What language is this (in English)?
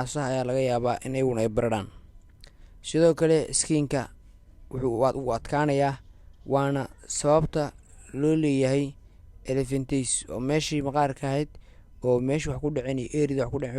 Somali